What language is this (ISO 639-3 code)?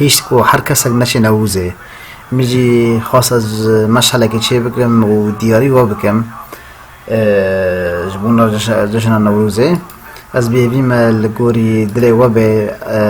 kur